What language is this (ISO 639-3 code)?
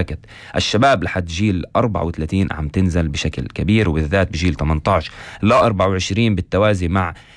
apc